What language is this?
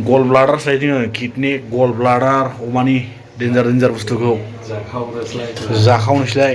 Bodo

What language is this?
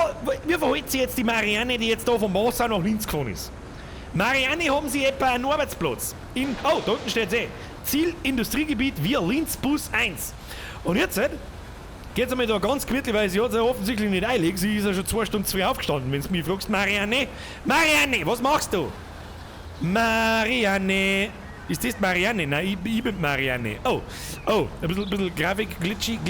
Bavarian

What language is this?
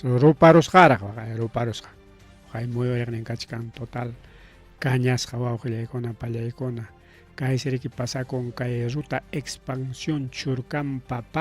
Ayacucho Quechua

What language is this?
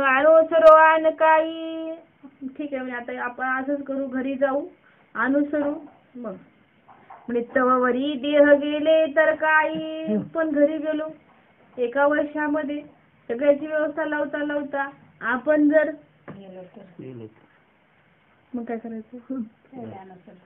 Marathi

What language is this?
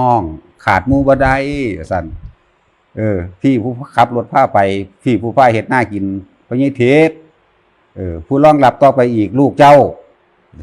Northeastern Thai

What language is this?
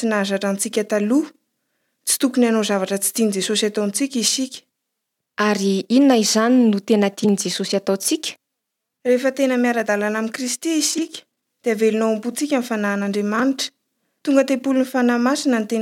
Malagasy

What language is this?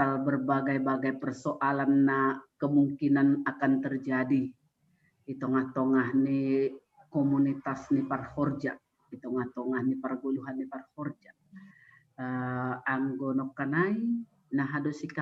Batak Simalungun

